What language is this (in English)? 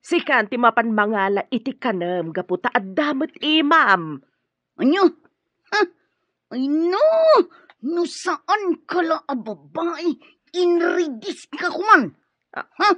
Iloko